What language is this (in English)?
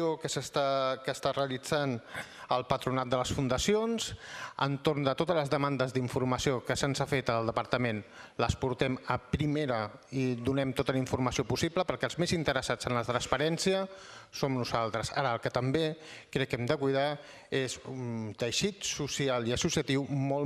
Catalan